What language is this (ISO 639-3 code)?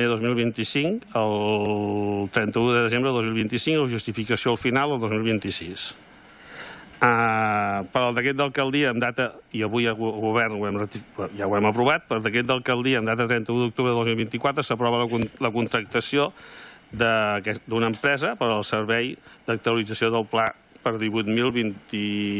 cat